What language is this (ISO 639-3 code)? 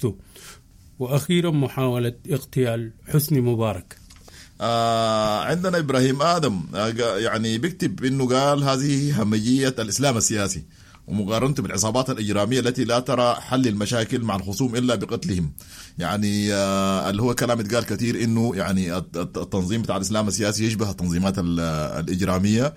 apd